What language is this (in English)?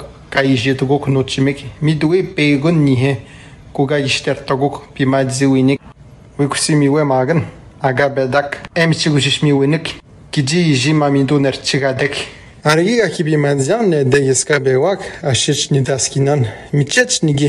Atikamekw